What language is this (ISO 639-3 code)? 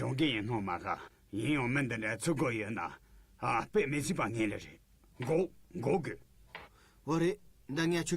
bod